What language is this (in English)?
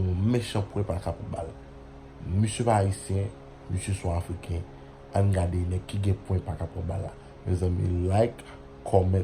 Haitian Creole